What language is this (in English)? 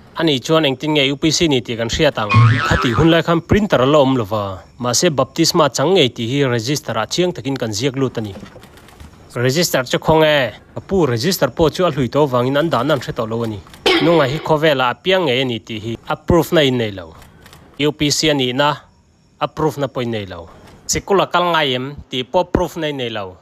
Mizo